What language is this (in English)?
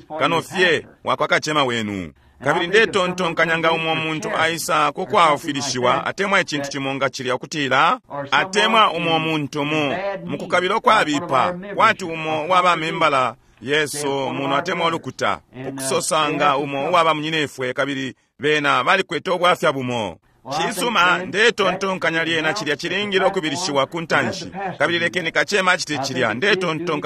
Bemba